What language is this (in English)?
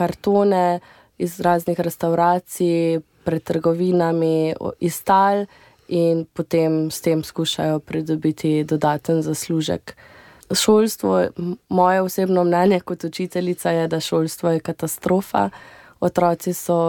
Slovenian